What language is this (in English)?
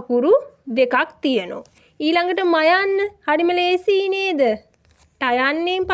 Sinhala